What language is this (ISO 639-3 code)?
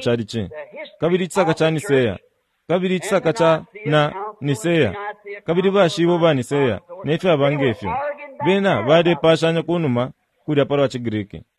bem